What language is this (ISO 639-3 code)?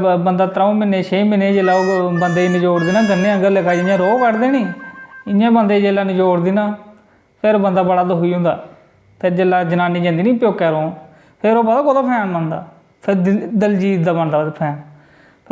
doi